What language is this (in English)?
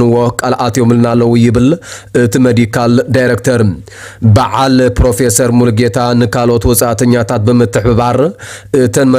Tigrinya